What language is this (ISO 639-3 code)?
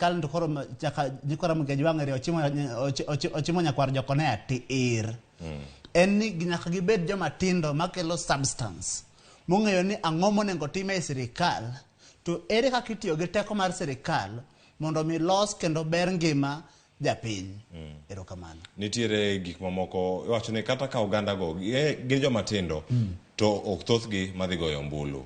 luo